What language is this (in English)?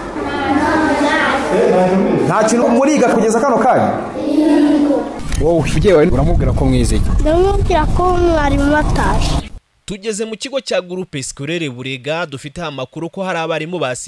Kinyarwanda